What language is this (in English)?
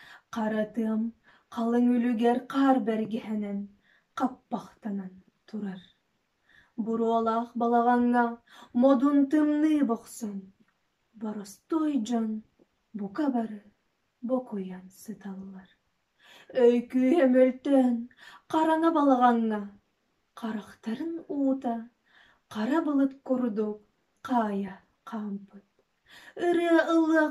Yakut